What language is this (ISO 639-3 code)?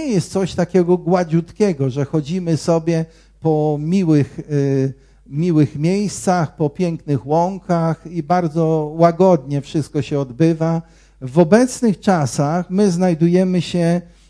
pol